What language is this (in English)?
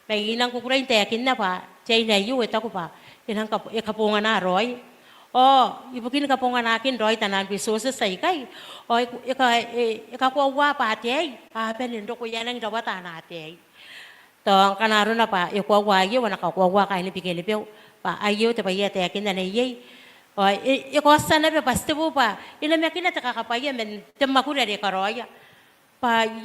Gilbertese